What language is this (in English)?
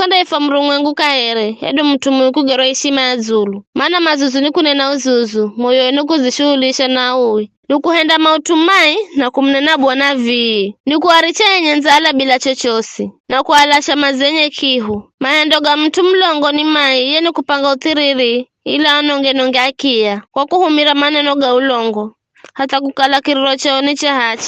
Giryama